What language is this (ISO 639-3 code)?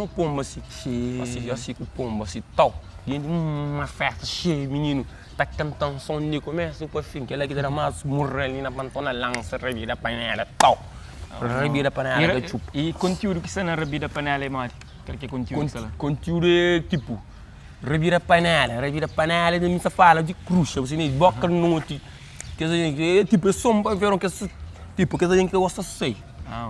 kea